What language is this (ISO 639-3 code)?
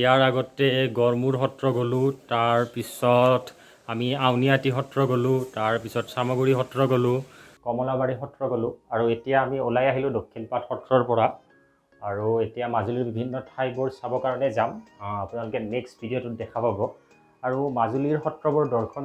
asm